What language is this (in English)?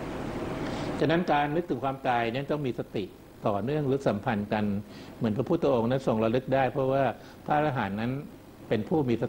Thai